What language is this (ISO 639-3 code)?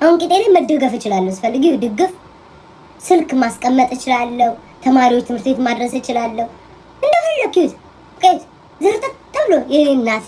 amh